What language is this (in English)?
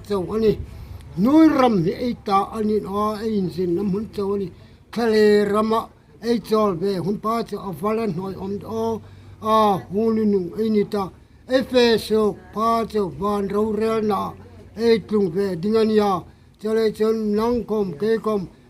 Hmar